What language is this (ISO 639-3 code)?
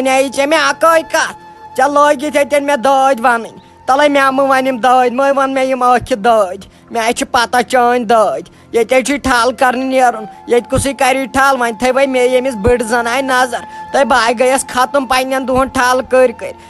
kas